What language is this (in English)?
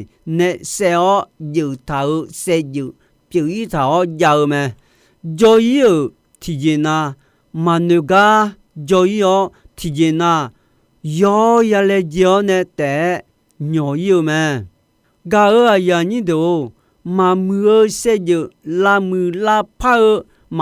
Akha